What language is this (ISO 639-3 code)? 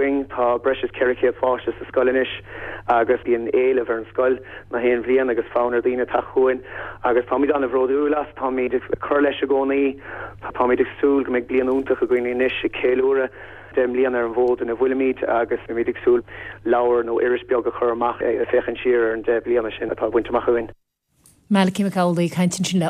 gle